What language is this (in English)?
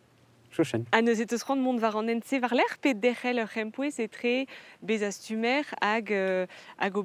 Breton